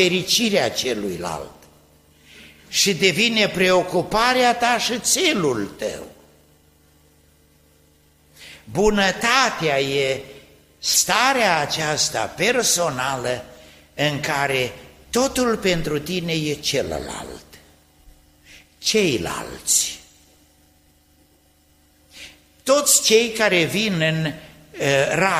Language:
Romanian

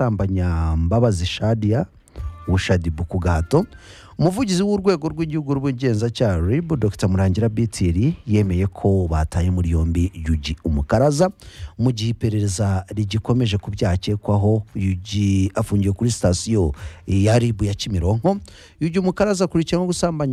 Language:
Kinyarwanda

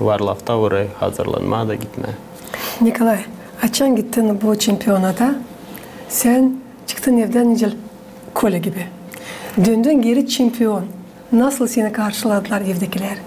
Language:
Gagauz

